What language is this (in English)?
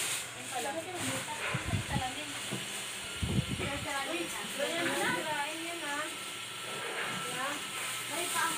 Filipino